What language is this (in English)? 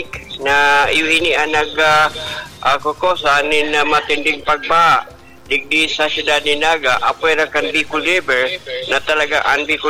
Bikol